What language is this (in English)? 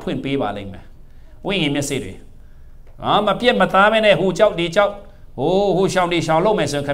Burmese